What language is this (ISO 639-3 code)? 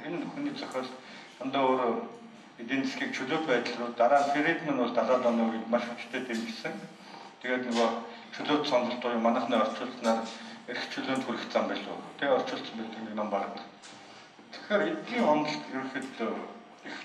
mon